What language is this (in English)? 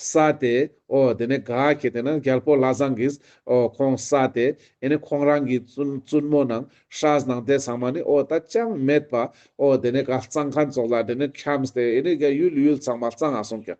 Ladakhi